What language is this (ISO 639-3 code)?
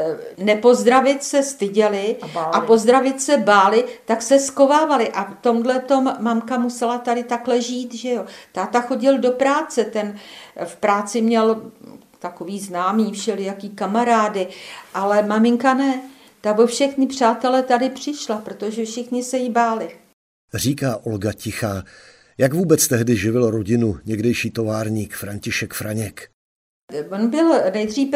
ces